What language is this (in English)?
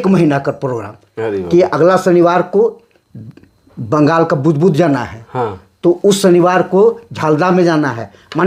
Sadri